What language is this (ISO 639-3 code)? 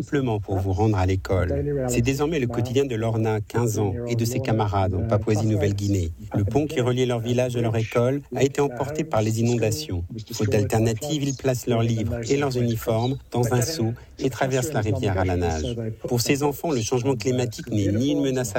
fra